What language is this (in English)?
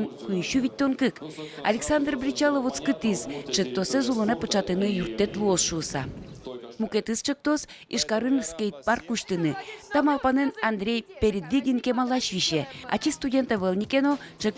Udmurt